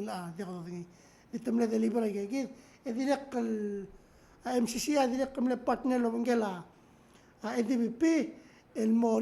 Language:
Palauan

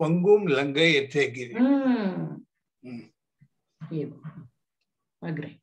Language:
Sanskrit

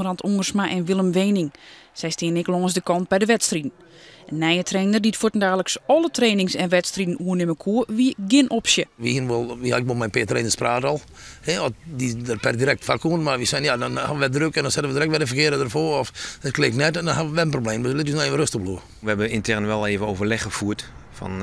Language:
Western Frisian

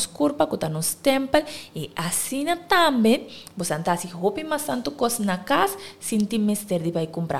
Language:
Papiamento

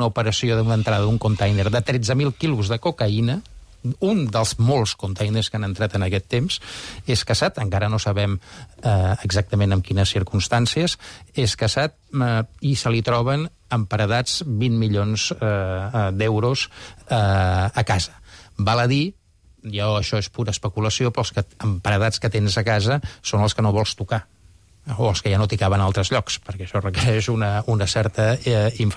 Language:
Catalan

